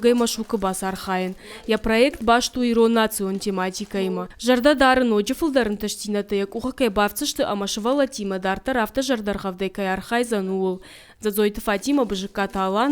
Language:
Ossetic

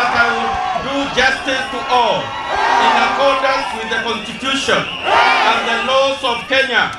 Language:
Meru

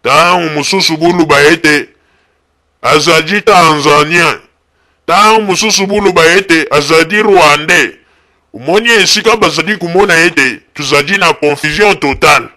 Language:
Lingala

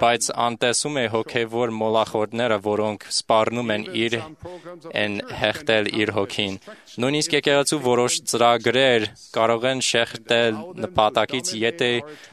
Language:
Armenian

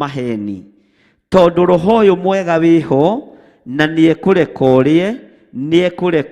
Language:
Kikuyu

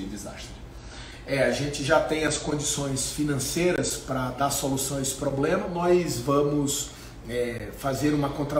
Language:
Portuguese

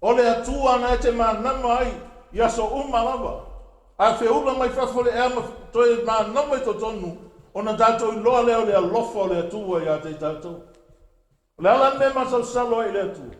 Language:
Samoan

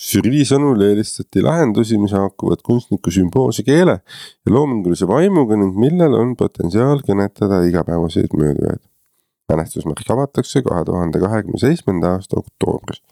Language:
Estonian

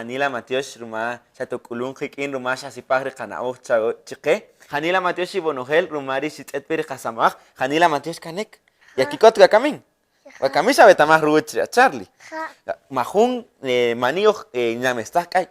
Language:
Kaqchikel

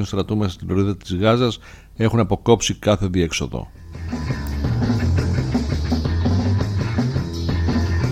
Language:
Greek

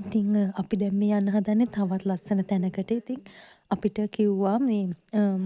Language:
Sinhala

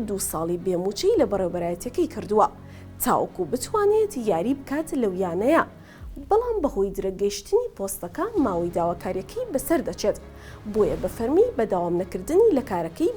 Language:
Central Kurdish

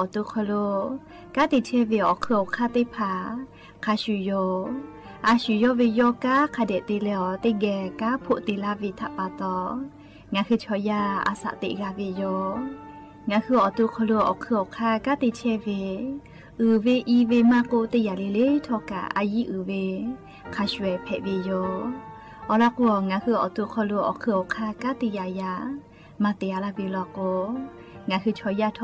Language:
Lahu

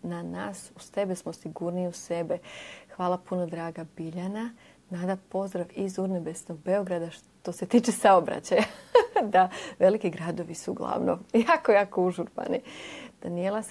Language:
Croatian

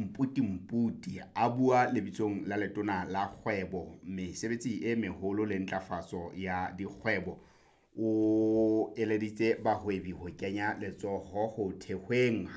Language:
Southern Sotho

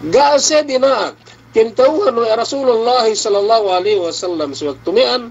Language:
Yakan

